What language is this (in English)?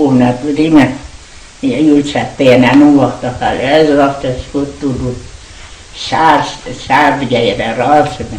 Ossetic